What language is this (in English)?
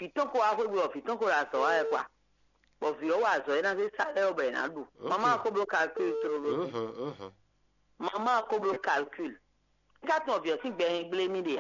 Fon